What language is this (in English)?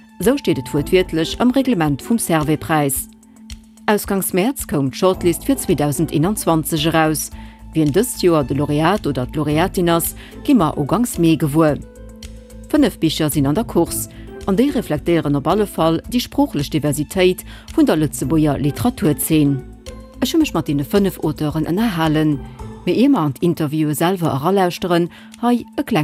Luxembourgish